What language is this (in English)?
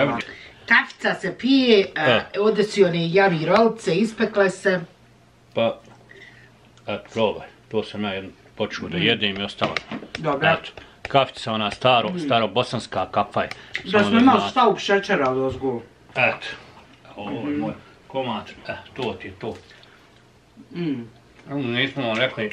Bosnian